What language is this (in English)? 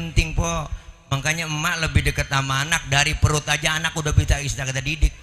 Betawi